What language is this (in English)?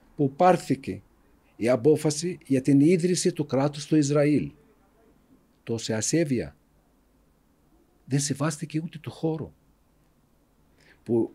Greek